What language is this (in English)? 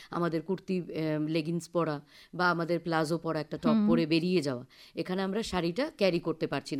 Bangla